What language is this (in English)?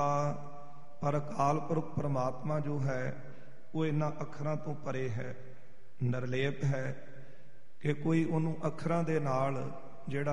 Punjabi